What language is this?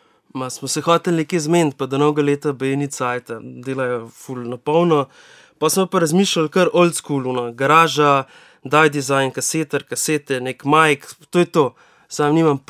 Slovenian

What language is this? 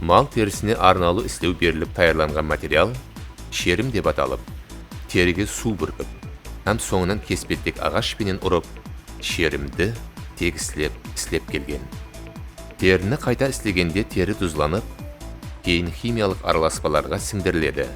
Kara-Kalpak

